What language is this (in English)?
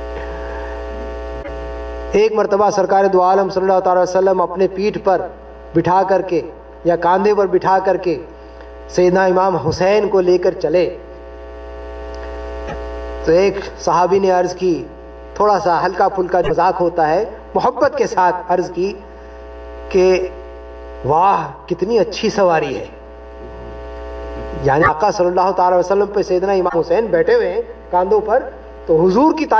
Urdu